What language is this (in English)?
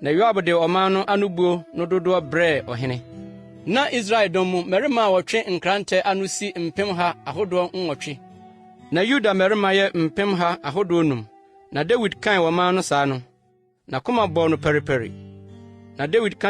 Akan